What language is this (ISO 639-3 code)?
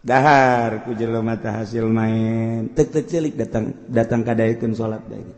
sun